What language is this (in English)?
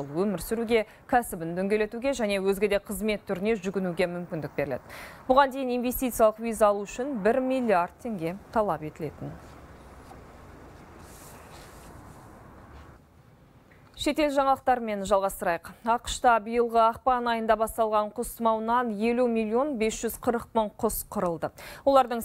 Kazakh